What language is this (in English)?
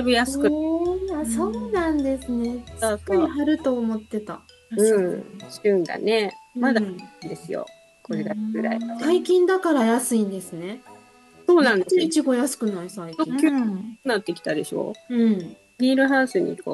Japanese